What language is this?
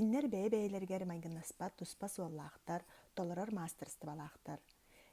Yakut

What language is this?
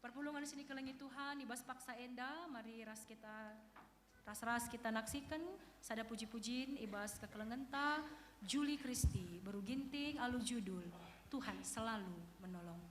Batak Karo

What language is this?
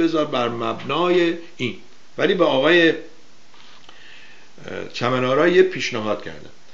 Persian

